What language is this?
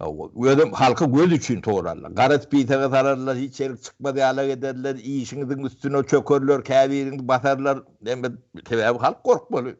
Turkmen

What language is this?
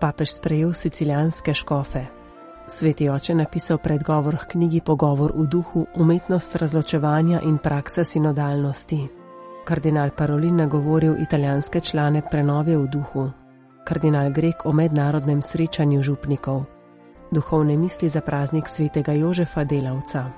Slovenian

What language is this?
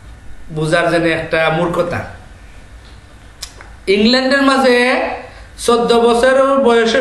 Bangla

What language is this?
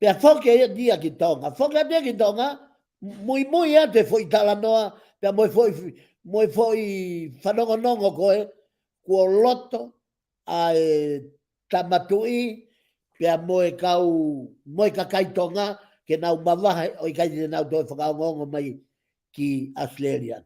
Tongan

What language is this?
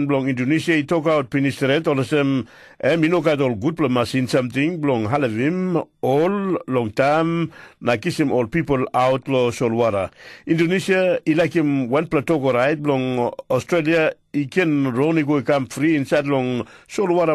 Tok Pisin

